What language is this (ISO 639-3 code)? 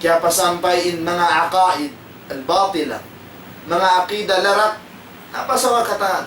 tsg